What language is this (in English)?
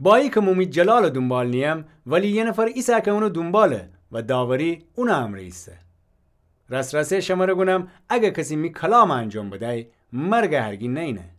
Gilaki